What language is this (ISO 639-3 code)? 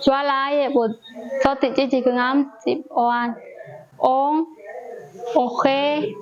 jac